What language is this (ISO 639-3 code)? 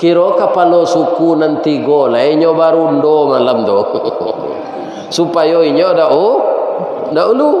min